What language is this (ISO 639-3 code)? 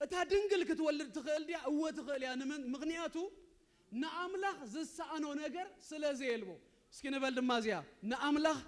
tir